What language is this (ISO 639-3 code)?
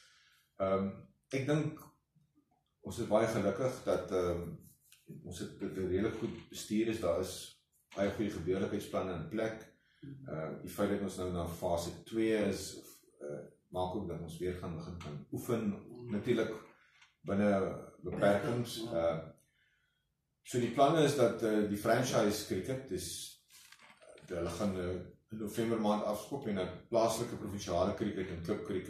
afr